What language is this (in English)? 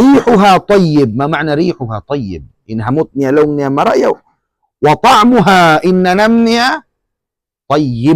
Tausug